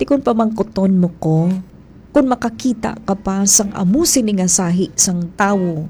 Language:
Hiligaynon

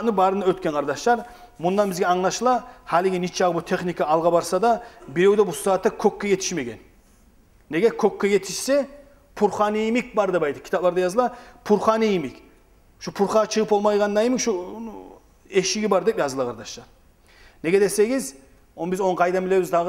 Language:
Kumyk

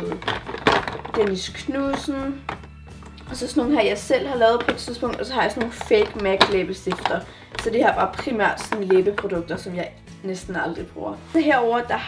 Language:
Danish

